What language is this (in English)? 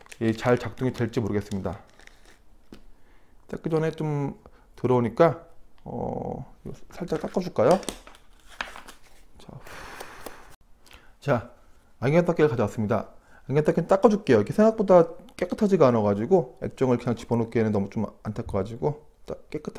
Korean